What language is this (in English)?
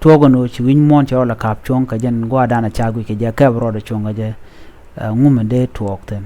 Nuer